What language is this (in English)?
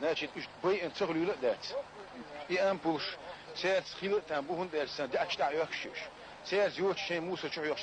Chechen